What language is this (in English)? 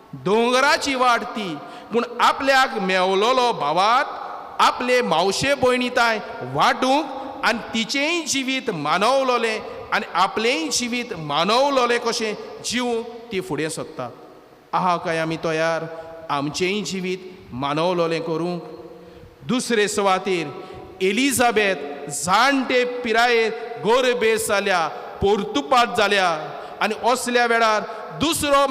Konkani